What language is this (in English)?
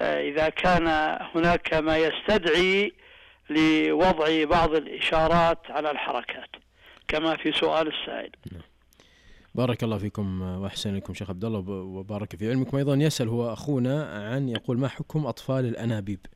Najdi Arabic